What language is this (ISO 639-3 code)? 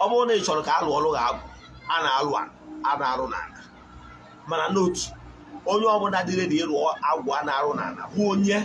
ibo